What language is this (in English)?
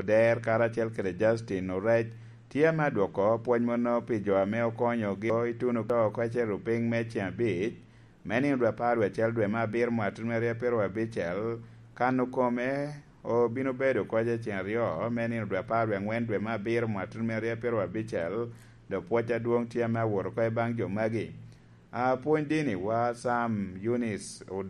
Lango (Uganda)